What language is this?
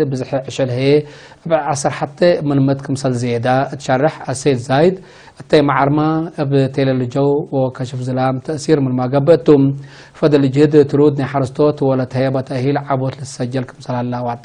Tigre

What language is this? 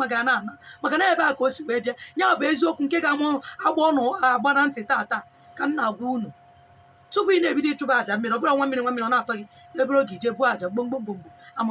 Igbo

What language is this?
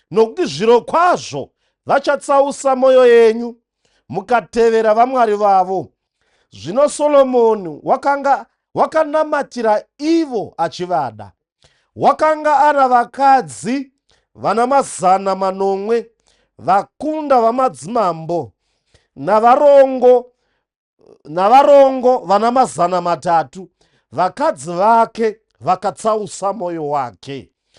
Shona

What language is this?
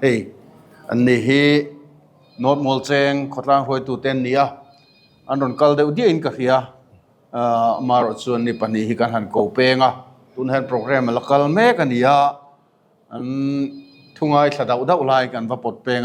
Mizo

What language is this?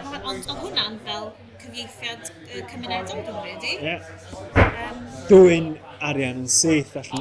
Welsh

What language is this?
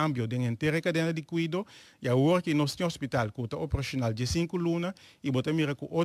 Papiamento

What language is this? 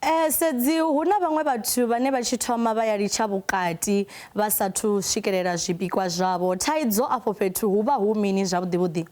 Venda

